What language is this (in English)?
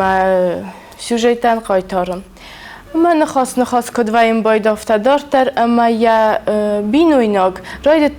Ossetic